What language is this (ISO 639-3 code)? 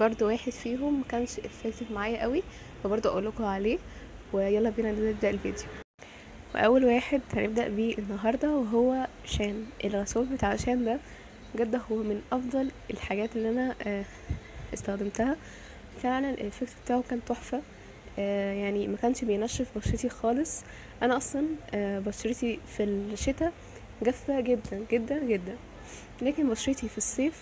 arz